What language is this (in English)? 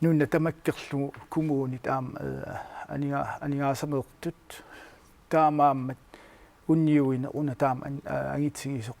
Kalaallisut